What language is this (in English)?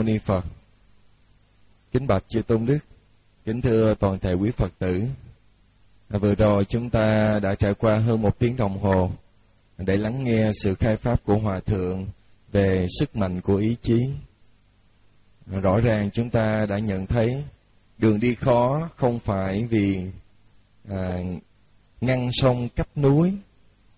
Vietnamese